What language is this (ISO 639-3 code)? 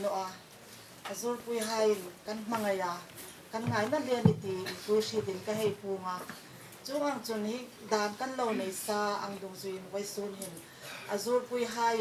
hmr